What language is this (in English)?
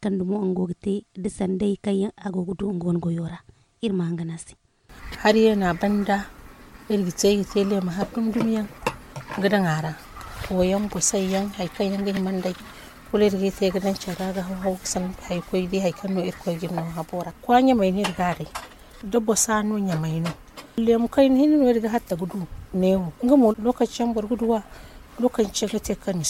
Zarma